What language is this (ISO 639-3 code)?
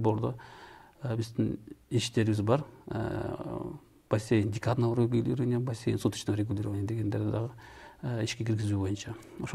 kir